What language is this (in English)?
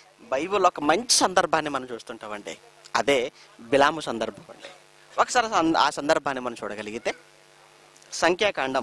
Telugu